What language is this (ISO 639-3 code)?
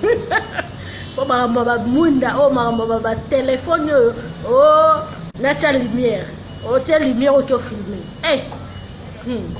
lin